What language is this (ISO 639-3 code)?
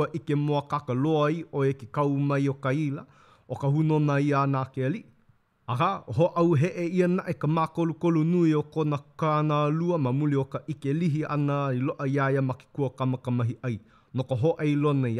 haw